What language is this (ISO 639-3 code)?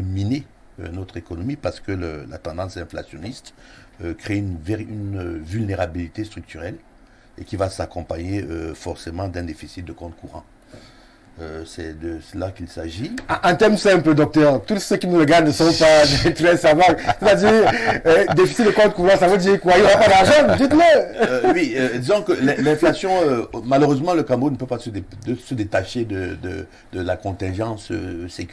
fra